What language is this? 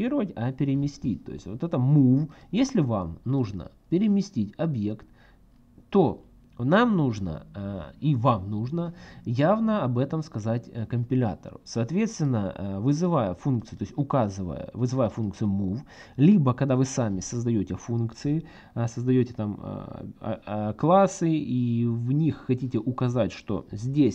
Russian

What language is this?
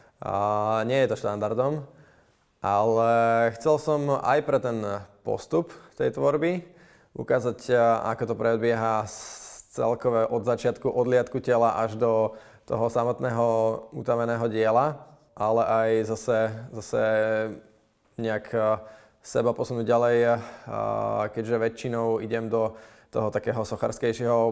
Slovak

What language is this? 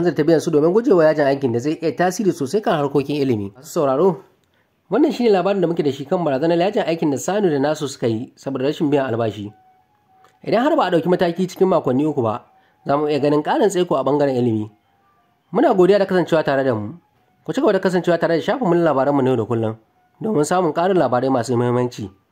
Hausa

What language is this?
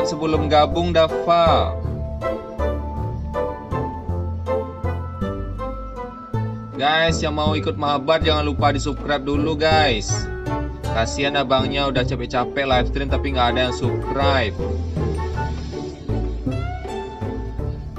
Indonesian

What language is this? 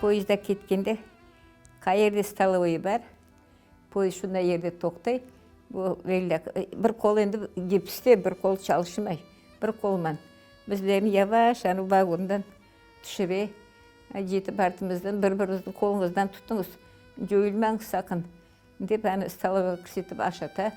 Crimean Tatar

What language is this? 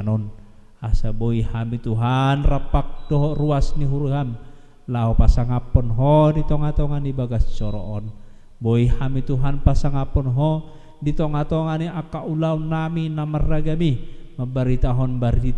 Batak Toba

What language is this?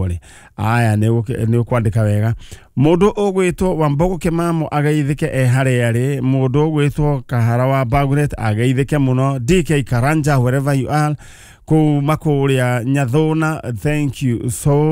Kikuyu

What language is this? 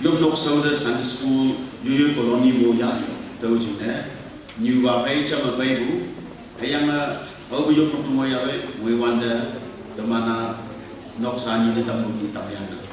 Konyak Naga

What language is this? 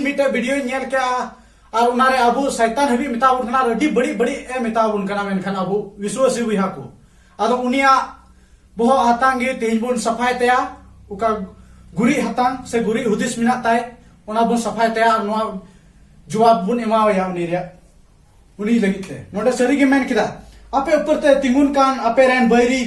Santali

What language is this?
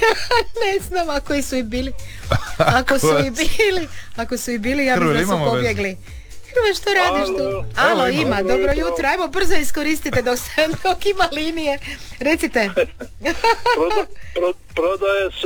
Croatian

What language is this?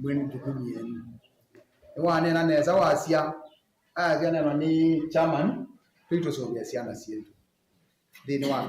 Kamba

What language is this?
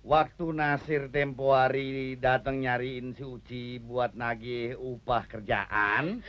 Betawi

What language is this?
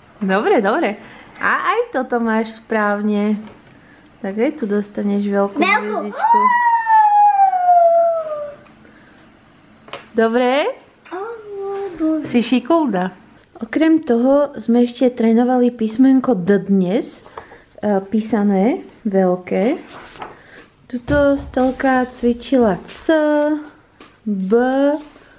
Slovak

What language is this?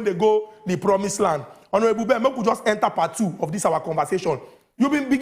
Nigerian Pidgin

